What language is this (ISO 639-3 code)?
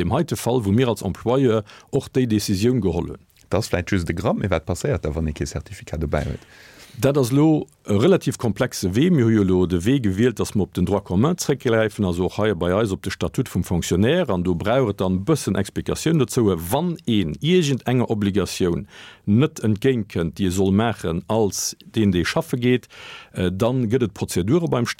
ltz